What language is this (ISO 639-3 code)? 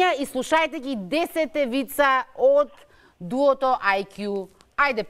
mkd